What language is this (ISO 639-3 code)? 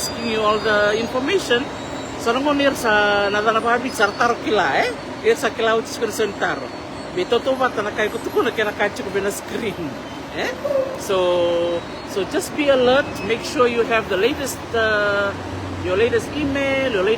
fij